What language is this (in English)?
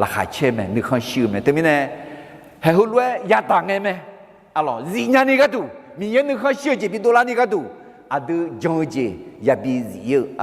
Akha